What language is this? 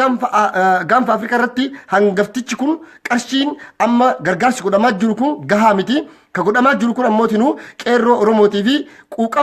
Oromo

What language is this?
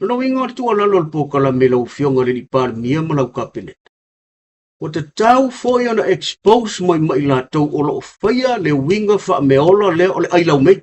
Samoan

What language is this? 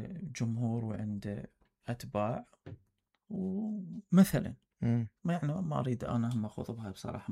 Mesopotamian Arabic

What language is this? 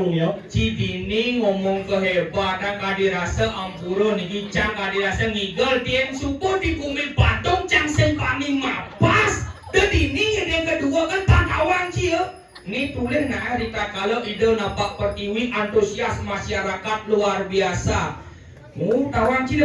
Balinese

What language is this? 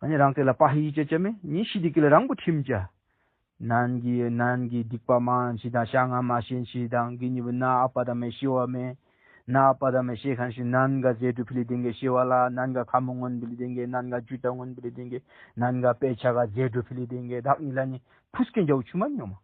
Tibetan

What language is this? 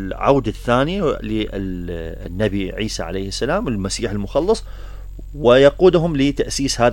Mesopotamian Arabic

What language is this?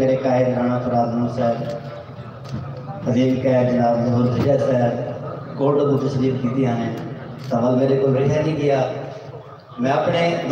Saraiki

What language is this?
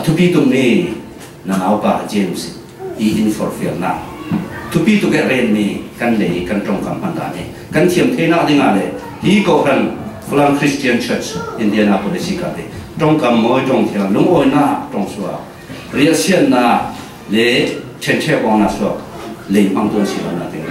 Falam Chin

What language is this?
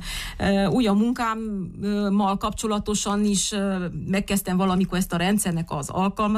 Hungarian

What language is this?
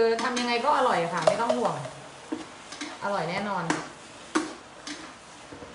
Thai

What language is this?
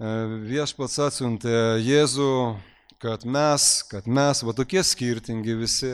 Lithuanian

